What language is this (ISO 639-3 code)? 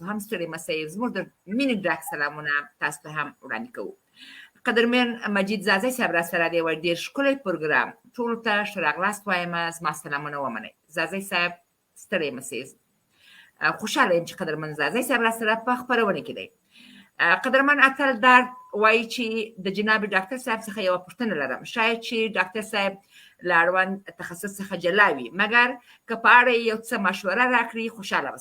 pus